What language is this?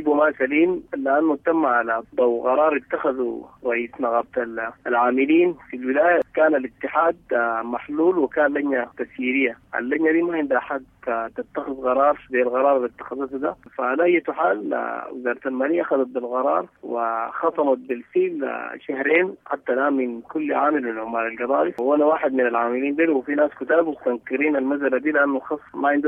Sudanese Arabic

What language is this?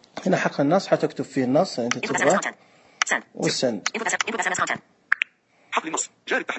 Najdi Arabic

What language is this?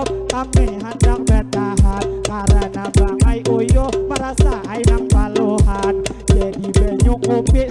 Banjar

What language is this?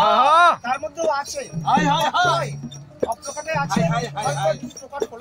Bangla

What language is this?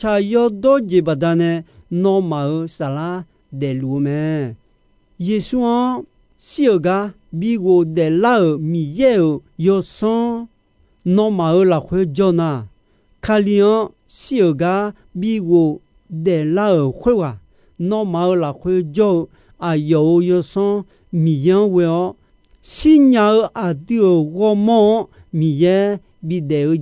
Akha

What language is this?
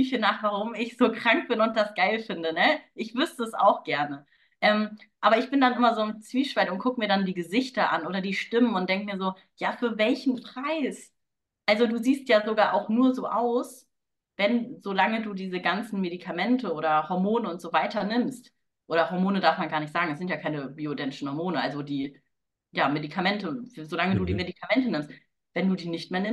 German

